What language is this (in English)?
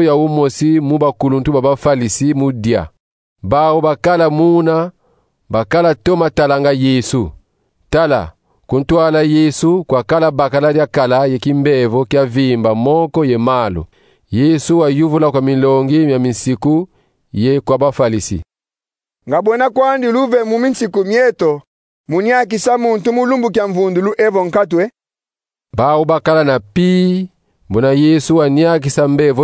Kongo